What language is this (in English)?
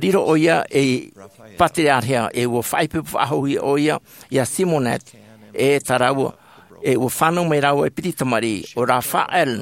Tahitian